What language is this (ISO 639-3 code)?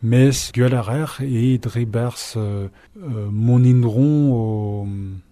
bre